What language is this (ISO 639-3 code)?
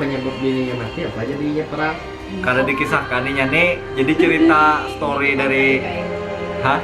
bjn